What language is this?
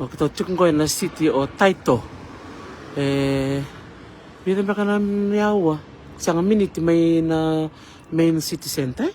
Fijian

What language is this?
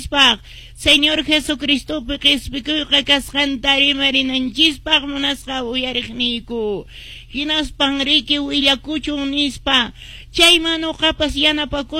Quechua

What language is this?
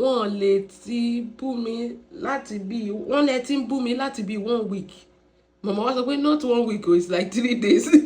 Yoruba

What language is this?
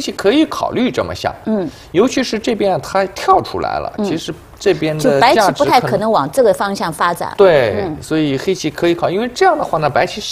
Chinese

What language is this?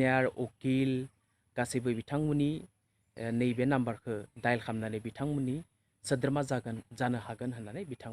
Bodo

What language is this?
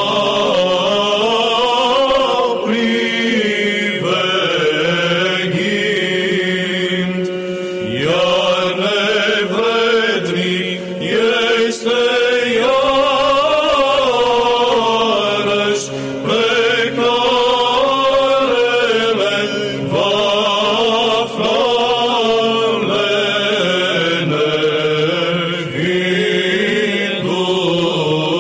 Romanian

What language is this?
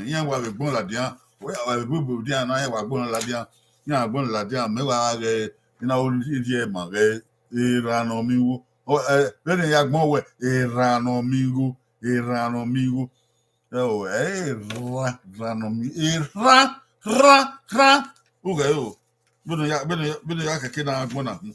Bini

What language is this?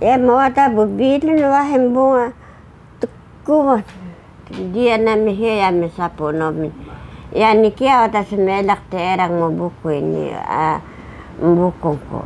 Taroko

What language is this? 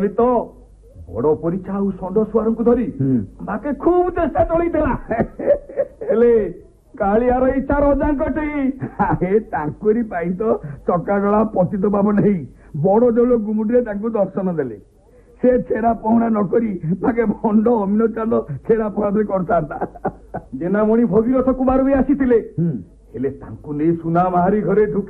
Odia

